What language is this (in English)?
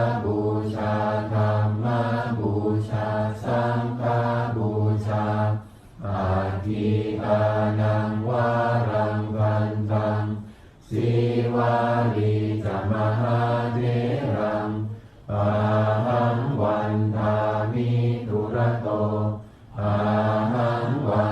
Pali